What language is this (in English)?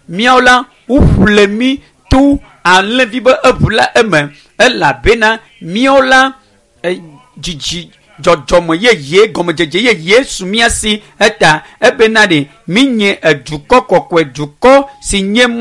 Ewe